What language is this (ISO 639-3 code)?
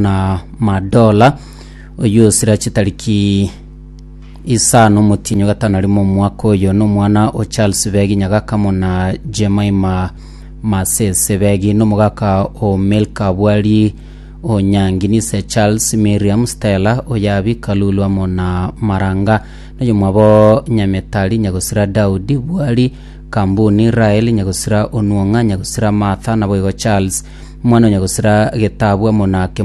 guz